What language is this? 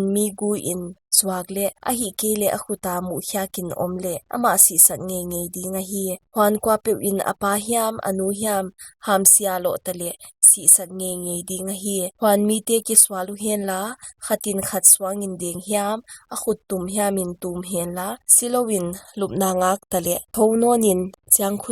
Paite Chin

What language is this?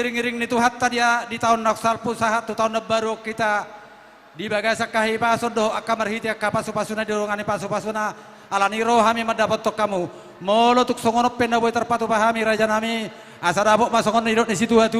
Batak Toba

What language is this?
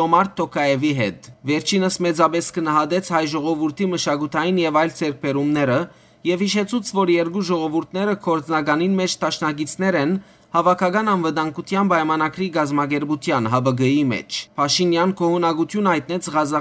Western Armenian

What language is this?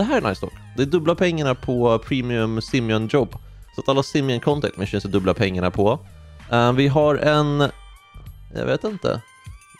Swedish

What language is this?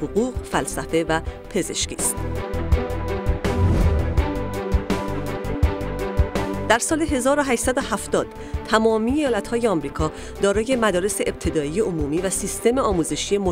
Persian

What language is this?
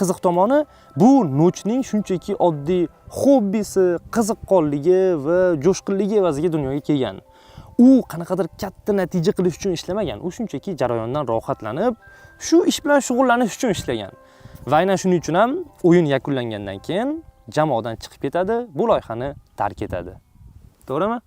Uzbek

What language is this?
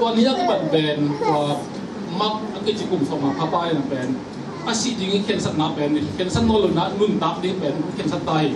Tedim Chin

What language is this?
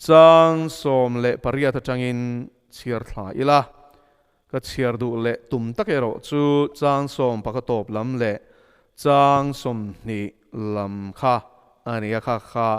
Mizo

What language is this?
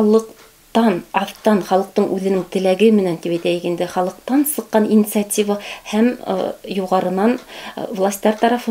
Bashkir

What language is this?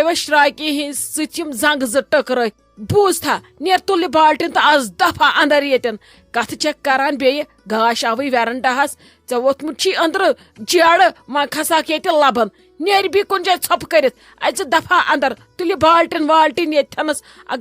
Kashmiri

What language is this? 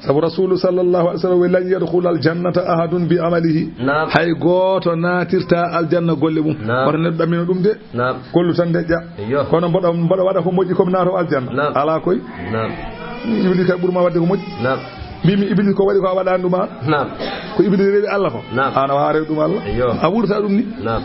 Fula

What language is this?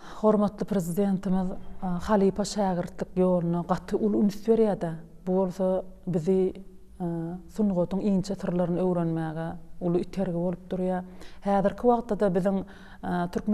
Turkmen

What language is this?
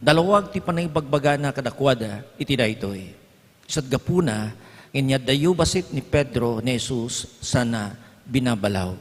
Iloko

